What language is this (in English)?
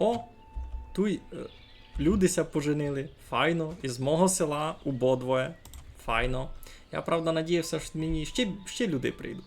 Rusyn